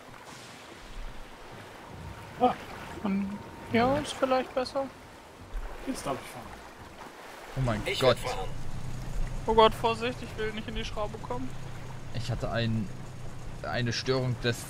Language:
German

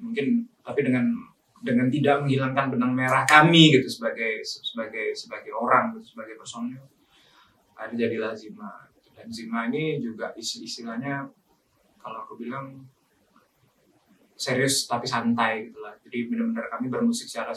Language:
Indonesian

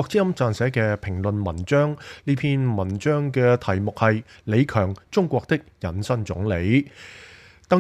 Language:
Cantonese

